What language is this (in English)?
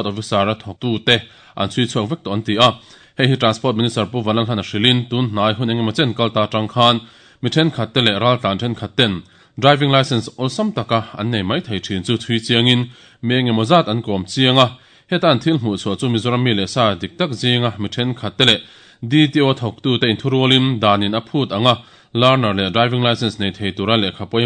Mizo